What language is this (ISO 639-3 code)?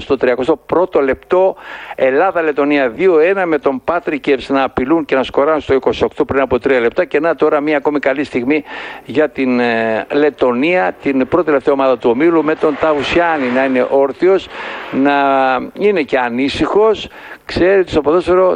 ell